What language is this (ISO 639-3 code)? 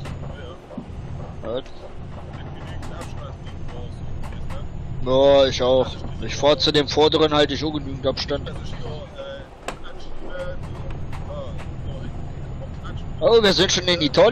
deu